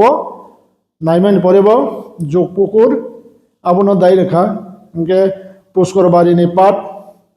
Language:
Kok Borok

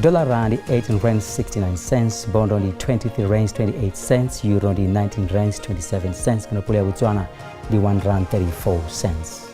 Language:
Venda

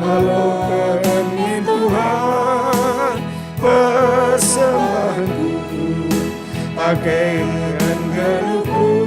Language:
Batak Karo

